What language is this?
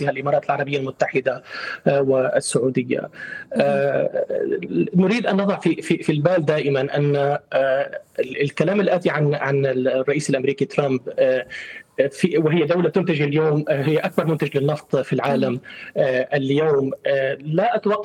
Arabic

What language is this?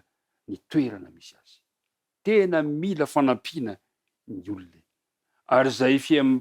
Malagasy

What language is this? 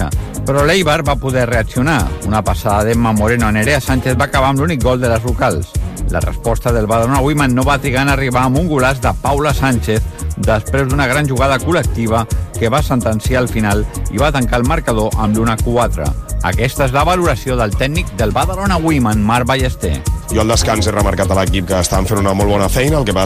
Catalan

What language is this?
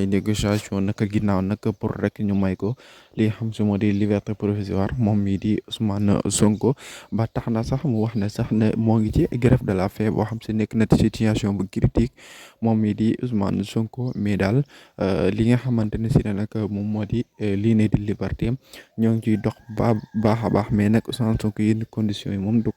Wolof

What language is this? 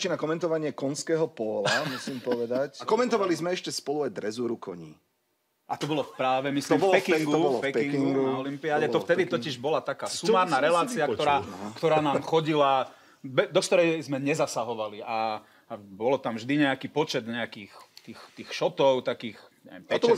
Slovak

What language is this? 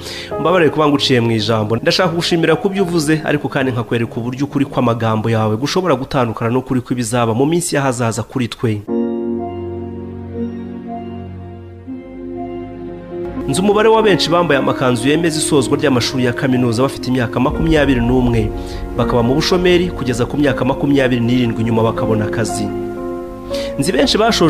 Kinyarwanda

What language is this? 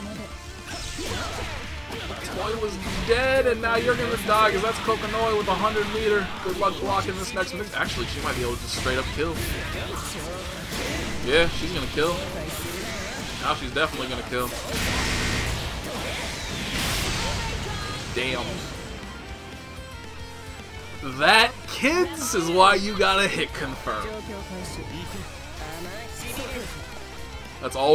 English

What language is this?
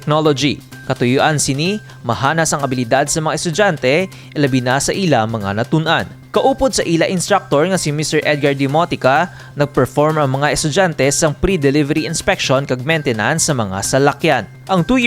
Hiligaynon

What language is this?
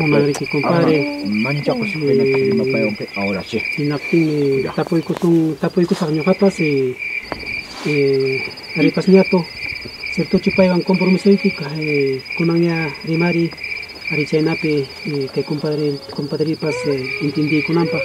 Ayacucho Quechua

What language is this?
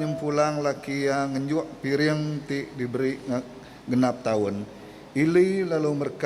Iban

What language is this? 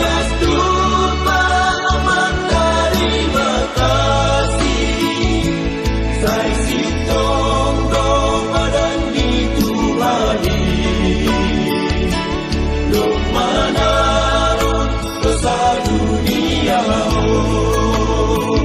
Batak Simalungun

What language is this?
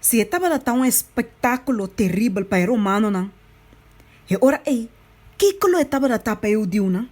Papiamento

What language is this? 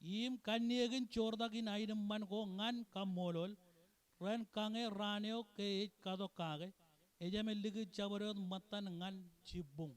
Marshallese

